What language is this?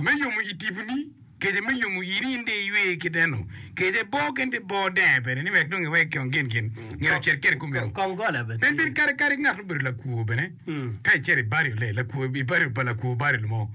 Acoli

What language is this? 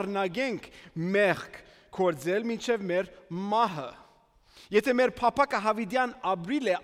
Armenian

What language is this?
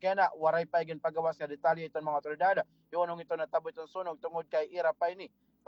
Waray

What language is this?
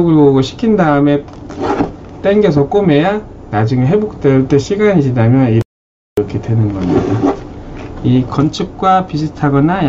Korean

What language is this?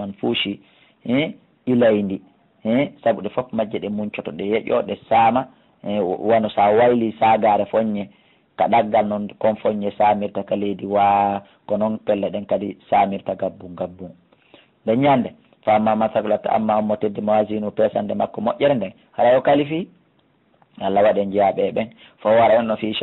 Fula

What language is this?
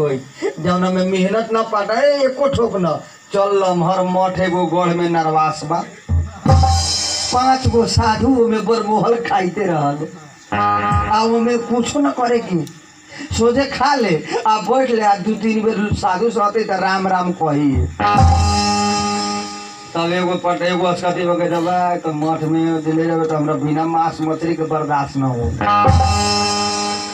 Bhojpuri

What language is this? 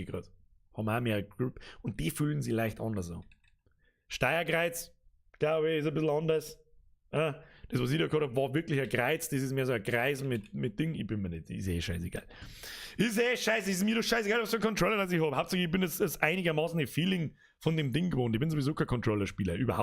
Bavarian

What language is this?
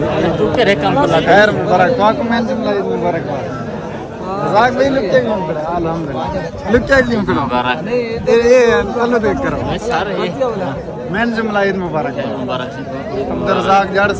Saraiki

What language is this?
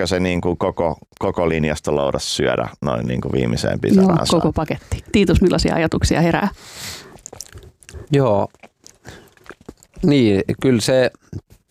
Finnish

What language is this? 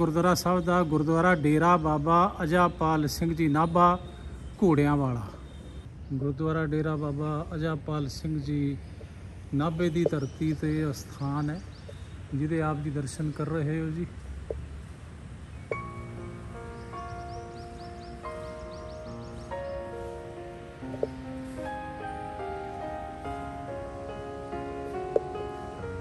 Punjabi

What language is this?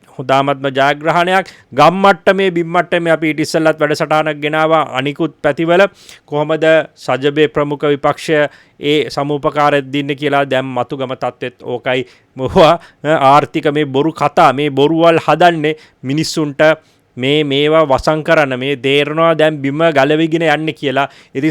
Sinhala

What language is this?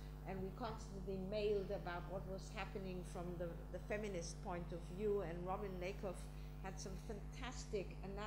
English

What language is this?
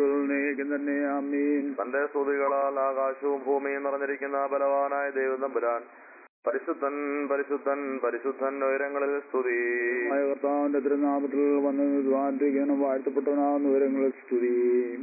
Malayalam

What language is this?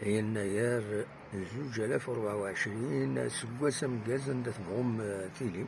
Kabyle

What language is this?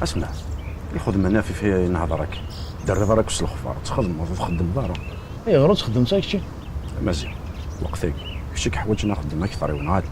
Kabyle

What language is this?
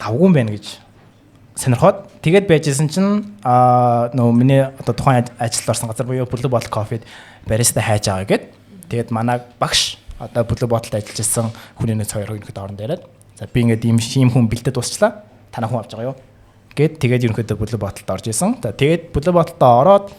Mongolian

